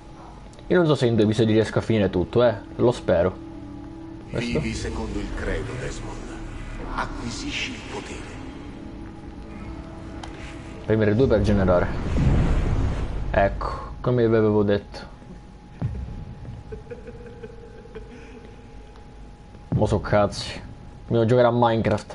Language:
Italian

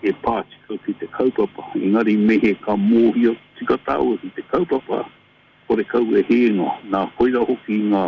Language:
Māori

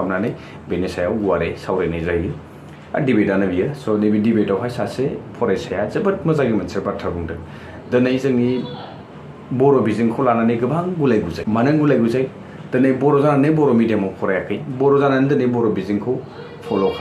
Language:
Bodo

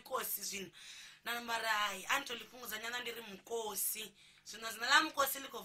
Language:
Venda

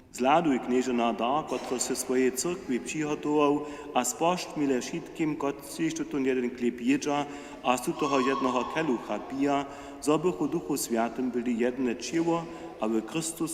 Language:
Upper Sorbian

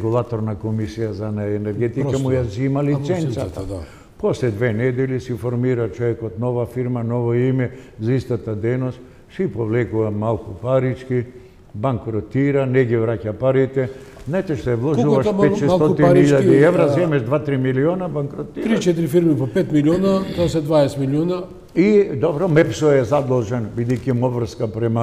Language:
Macedonian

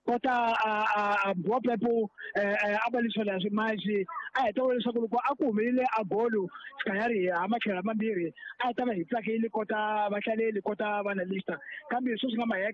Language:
Tsonga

